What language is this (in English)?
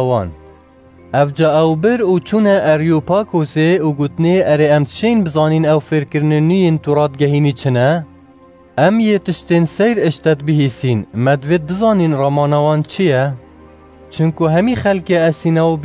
Kurdish